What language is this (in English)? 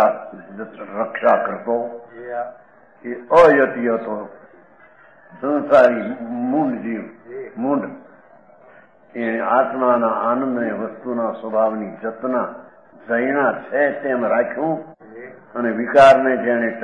Gujarati